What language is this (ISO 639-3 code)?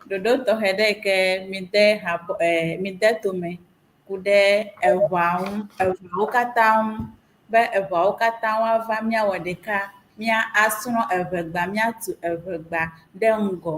ewe